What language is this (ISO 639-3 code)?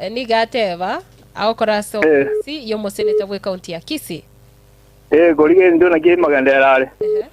guz